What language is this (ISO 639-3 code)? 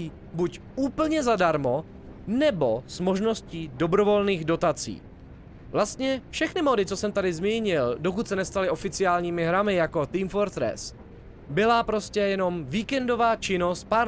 ces